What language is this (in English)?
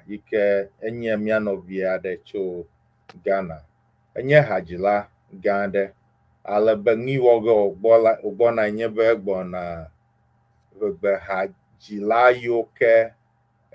Ewe